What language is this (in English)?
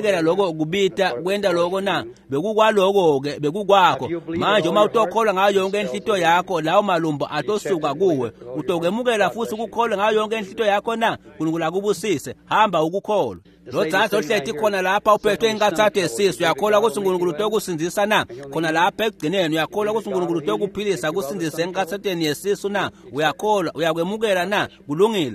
Swati